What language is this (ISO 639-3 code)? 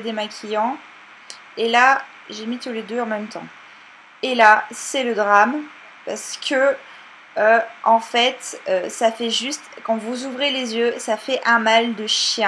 fra